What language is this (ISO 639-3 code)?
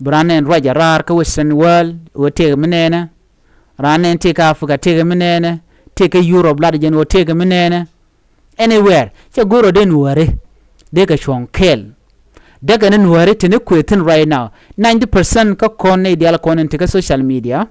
nus